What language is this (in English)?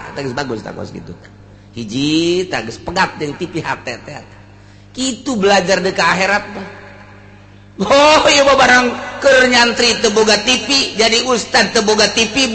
Sundanese